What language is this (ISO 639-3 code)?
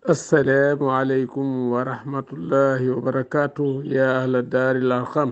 wol